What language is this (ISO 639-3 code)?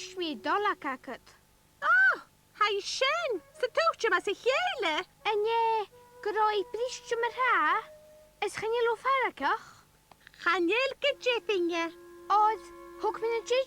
gla